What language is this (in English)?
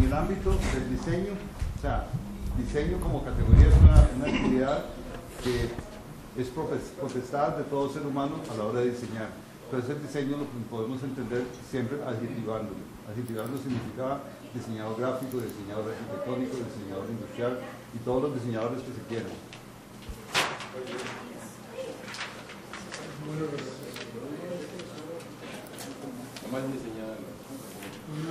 Spanish